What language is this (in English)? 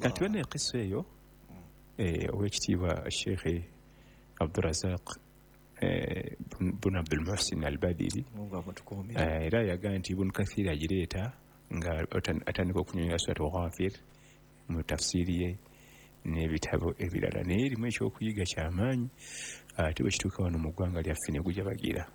Ganda